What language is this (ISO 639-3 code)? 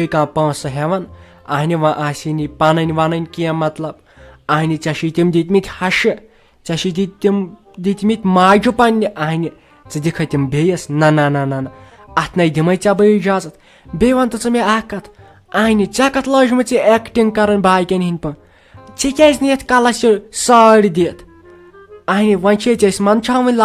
kas